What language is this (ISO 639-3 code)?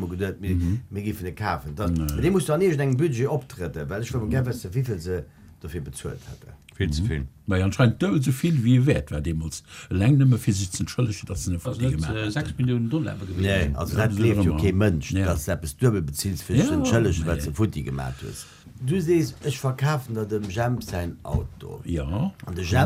ltz